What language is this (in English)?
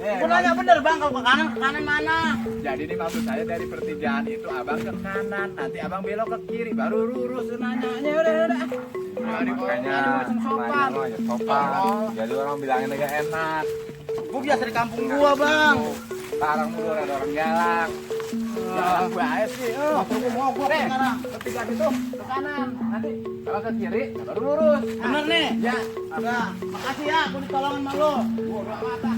Betawi